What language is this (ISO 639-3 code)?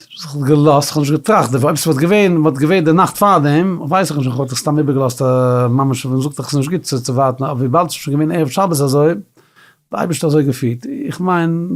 yid